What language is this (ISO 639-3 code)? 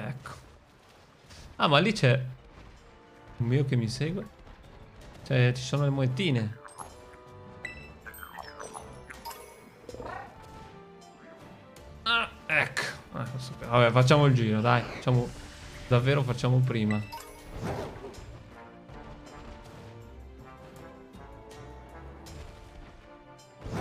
ita